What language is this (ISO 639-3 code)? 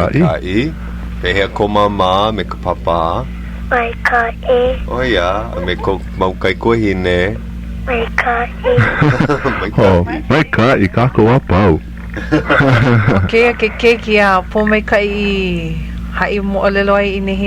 haw